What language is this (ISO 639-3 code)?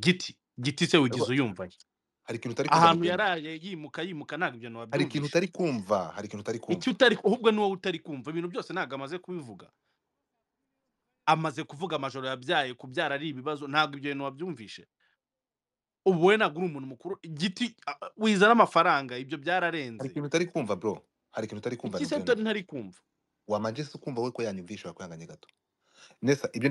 kin